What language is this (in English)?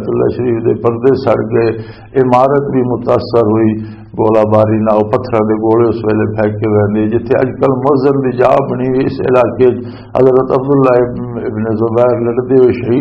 Western Panjabi